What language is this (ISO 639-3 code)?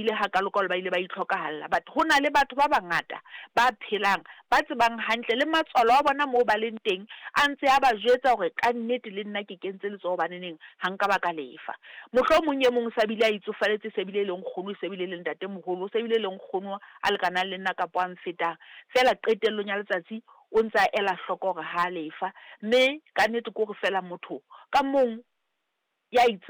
sot